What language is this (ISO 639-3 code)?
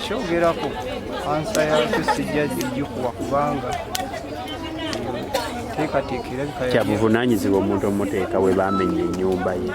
lug